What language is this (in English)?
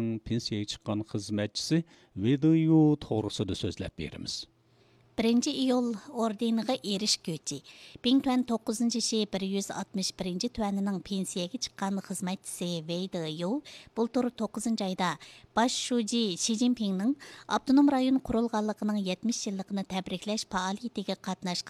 Uyghur